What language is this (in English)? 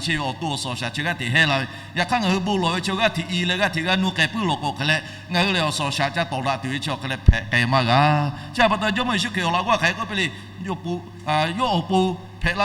Lahu